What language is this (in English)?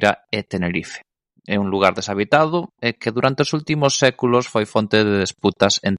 Galician